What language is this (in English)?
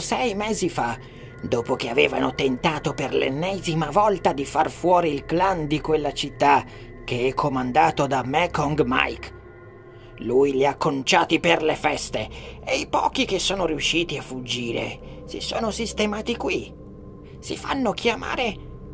Italian